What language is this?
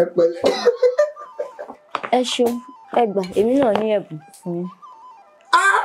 Yoruba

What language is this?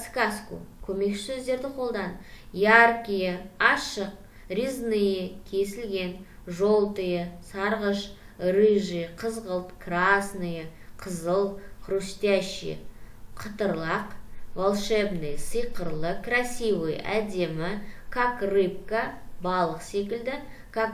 Kazakh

